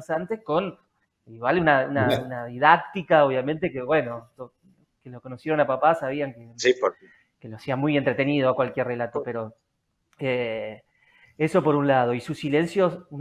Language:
Spanish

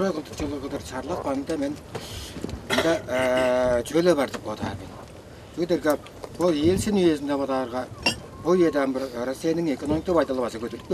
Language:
Tuvinian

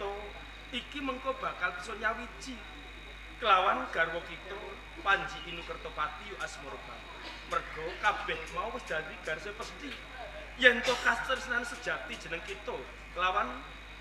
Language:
Javanese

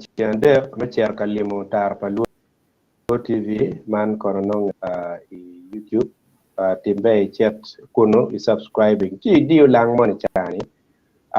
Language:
Acoli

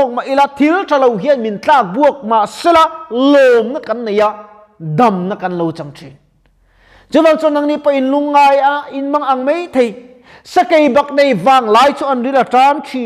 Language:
Mizo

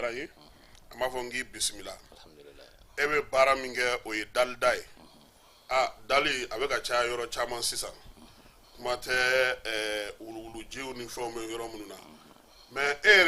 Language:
Bambara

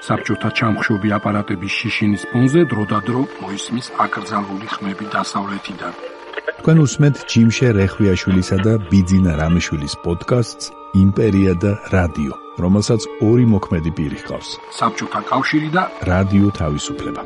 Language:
Georgian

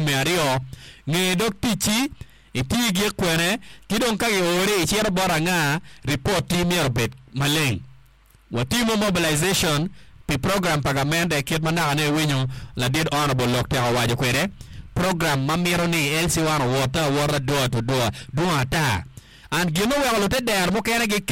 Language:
Acoli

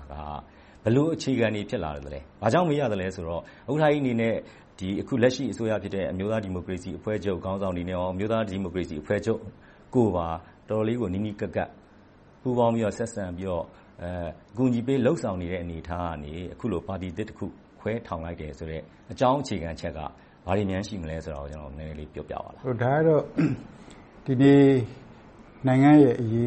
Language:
Burmese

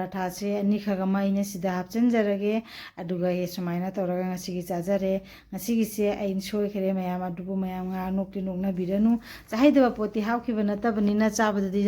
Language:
Manipuri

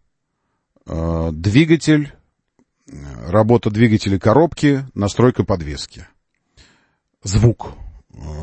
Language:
Russian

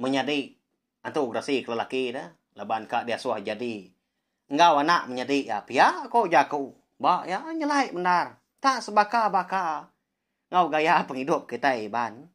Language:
Iban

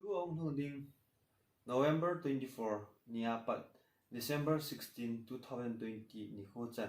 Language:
Thado Chin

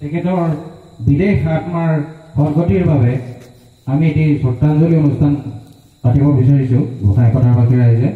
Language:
Assamese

